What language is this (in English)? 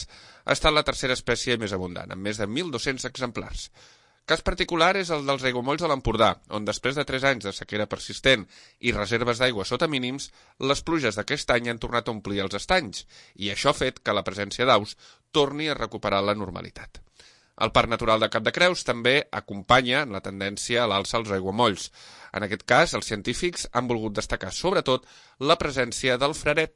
Catalan